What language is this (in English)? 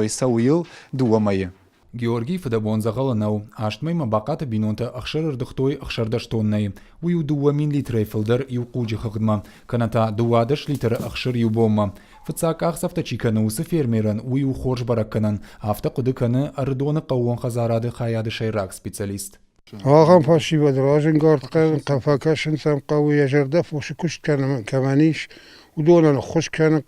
Ossetic